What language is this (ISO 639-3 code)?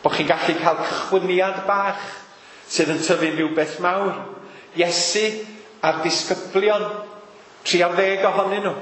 cym